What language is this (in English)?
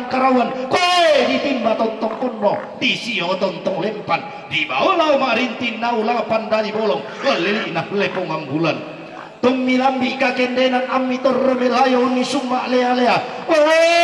Toraja-Sa'dan